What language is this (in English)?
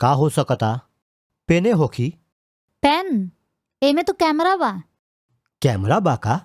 Bhojpuri